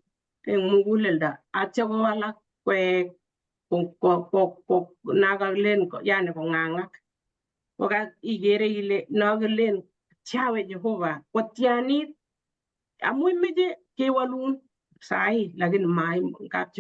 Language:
Kalenjin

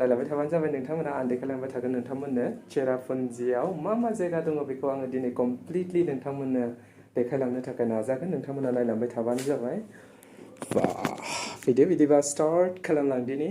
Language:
Bodo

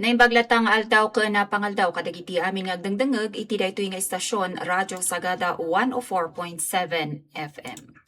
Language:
Iloko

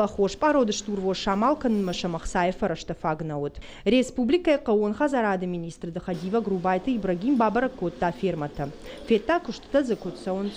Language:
Ossetic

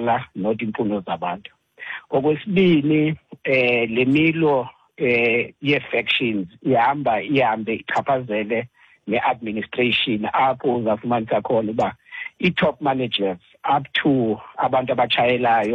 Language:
Xhosa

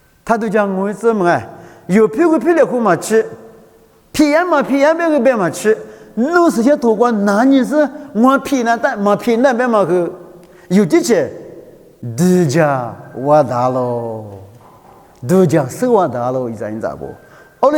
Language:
Lisu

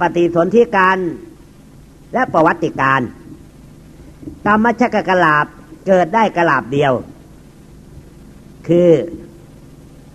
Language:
Thai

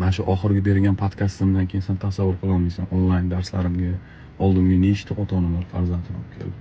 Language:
Uzbek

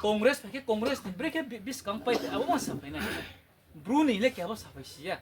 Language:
Riang (India)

